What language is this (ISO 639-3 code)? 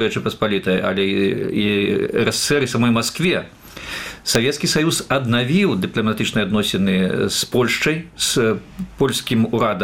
bel